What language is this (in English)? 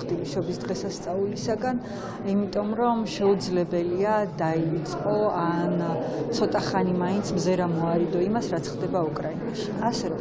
Georgian